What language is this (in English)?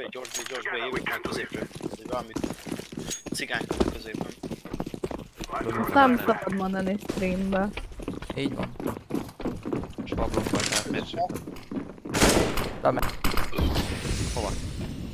Hungarian